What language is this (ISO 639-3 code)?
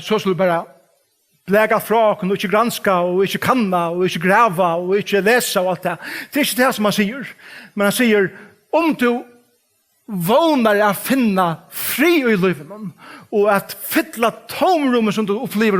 fao